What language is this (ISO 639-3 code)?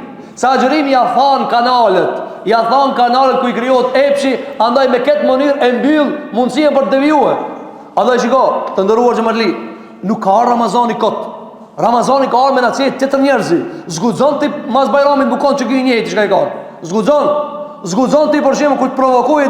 sqi